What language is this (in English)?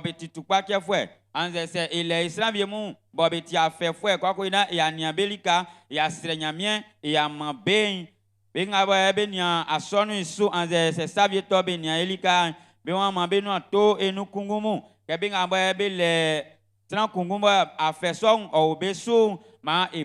Baoulé